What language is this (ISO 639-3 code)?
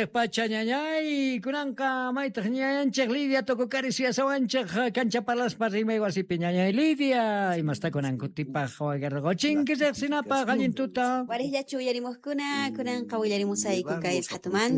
quh